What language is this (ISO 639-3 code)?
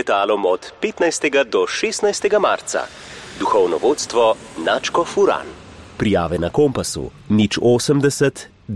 slv